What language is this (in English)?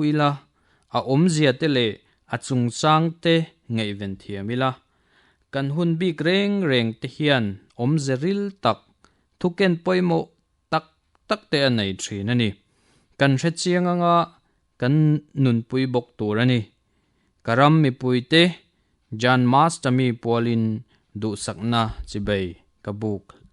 Mizo